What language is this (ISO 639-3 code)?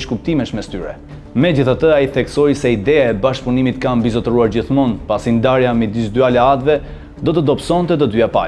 sqi